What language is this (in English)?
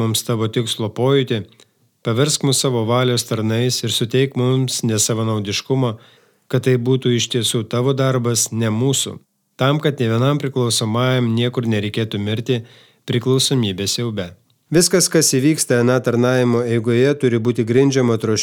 Lithuanian